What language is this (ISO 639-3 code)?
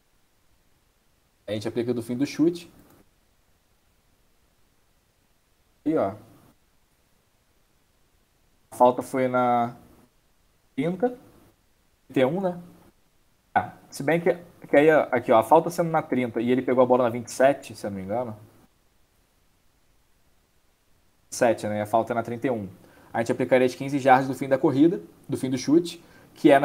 por